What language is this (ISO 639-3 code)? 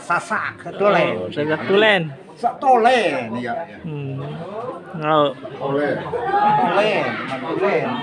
sas